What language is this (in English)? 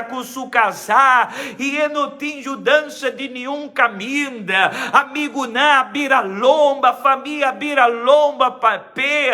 Papiamento